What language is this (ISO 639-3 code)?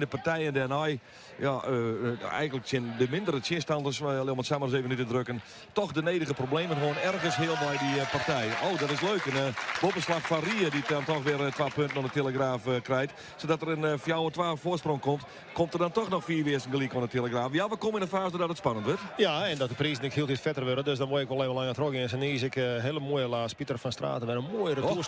fry